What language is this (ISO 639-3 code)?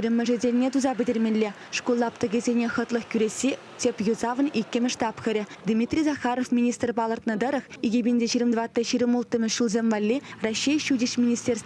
chv